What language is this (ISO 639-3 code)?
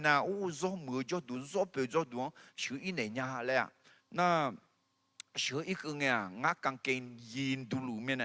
ahk